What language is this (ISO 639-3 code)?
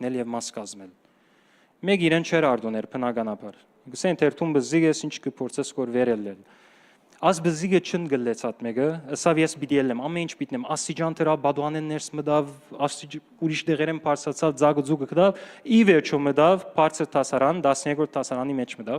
hyw